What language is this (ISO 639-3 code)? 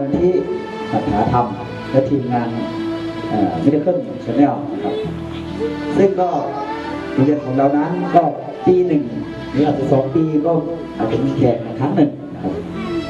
tha